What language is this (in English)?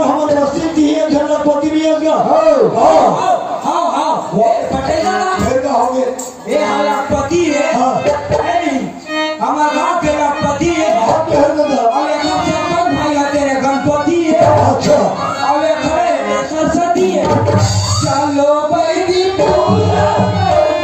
Chhattisgarhi